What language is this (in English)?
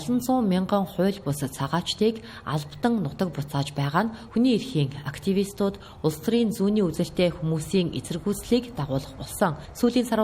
Mongolian